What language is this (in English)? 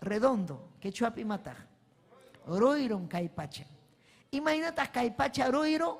Ayacucho Quechua